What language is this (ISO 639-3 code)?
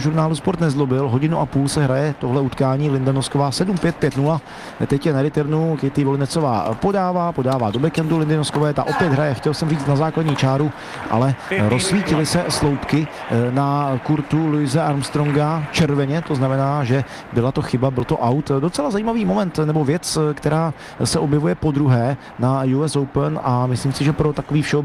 ces